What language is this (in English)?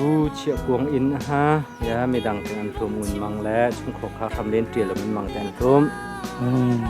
Hakha Chin